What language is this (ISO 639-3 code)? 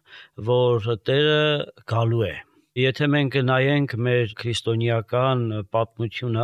hye